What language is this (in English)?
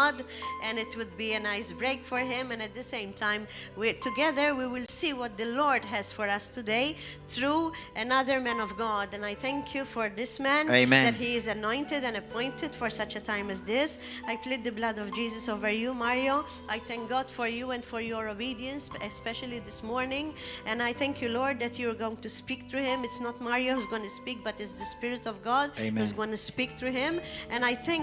English